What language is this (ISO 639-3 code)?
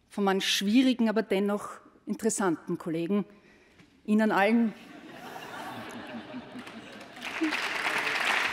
deu